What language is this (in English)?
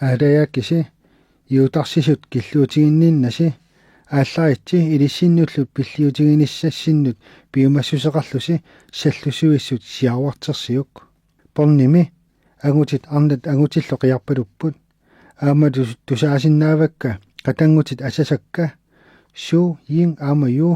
Kalaallisut